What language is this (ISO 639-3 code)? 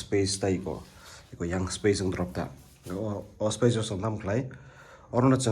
trp